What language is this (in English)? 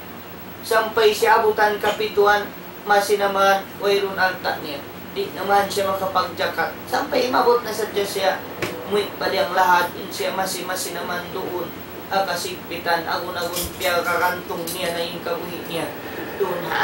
Tausug